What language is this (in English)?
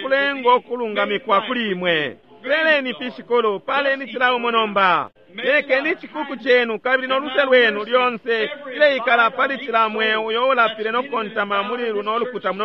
Bemba